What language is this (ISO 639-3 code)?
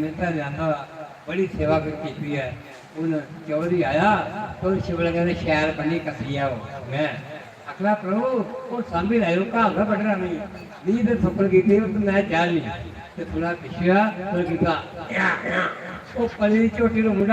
doi